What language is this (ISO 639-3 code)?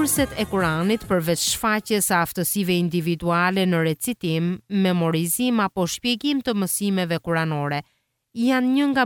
sqi